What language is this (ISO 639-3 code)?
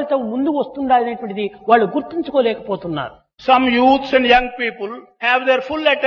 tel